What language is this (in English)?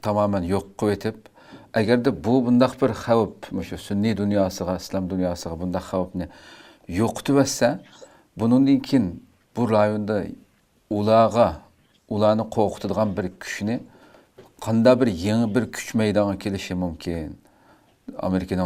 Uyghur